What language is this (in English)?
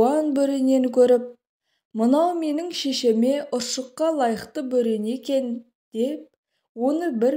Kazakh